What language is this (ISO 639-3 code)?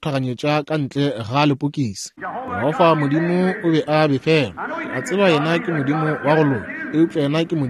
nso